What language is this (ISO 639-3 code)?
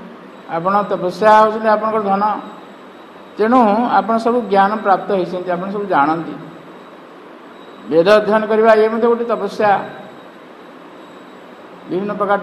ori